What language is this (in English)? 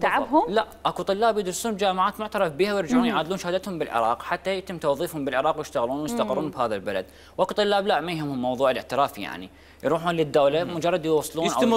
Mesopotamian Arabic